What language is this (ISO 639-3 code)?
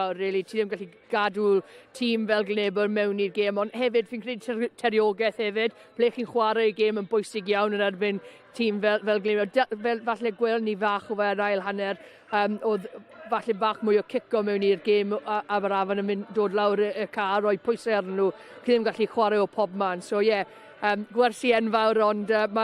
cym